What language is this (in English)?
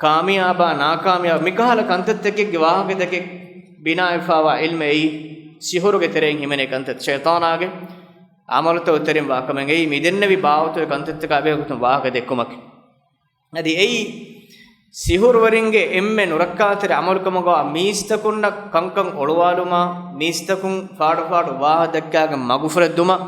Divehi